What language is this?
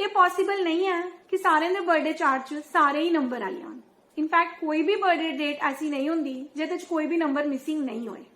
Dogri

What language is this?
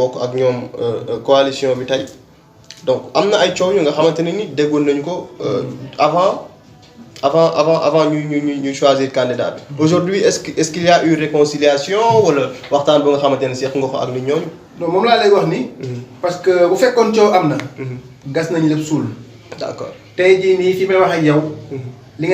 Wolof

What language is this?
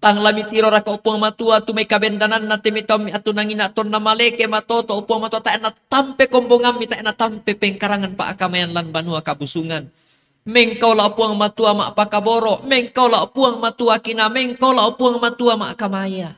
Toraja-Sa'dan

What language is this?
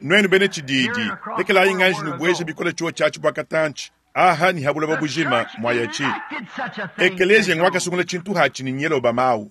Luba-Lulua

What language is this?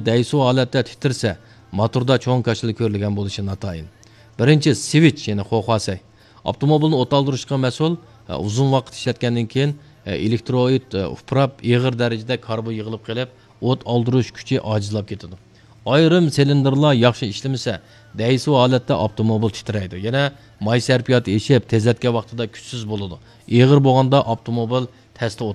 Uyghur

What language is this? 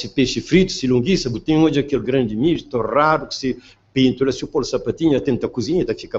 Kabuverdianu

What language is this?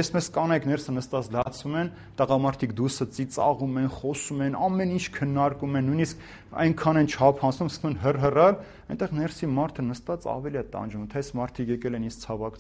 Armenian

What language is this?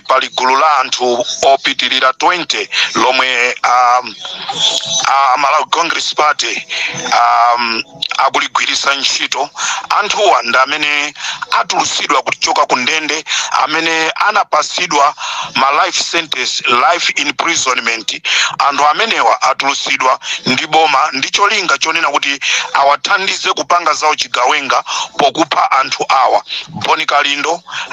Nyanja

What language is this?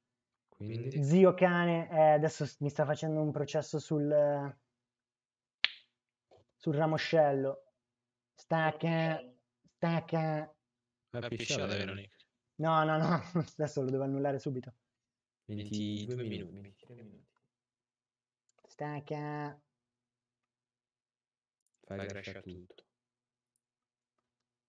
Italian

